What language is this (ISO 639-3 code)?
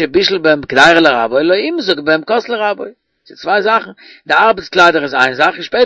yid